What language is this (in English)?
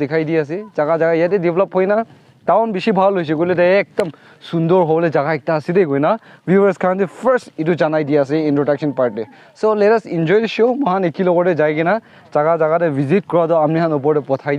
Naga Pidgin